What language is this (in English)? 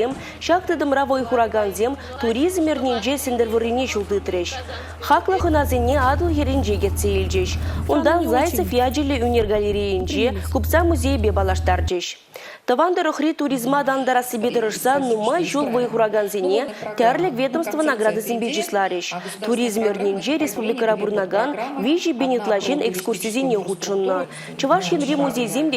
Chuvash